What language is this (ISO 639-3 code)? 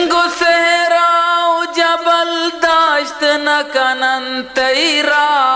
bgp